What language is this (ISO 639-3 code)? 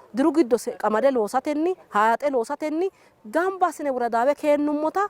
sid